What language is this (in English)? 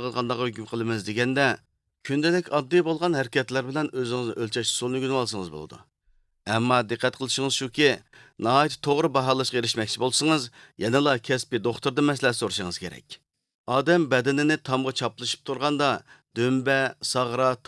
Uyghur